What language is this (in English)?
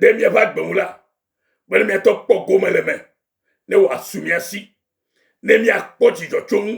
Ewe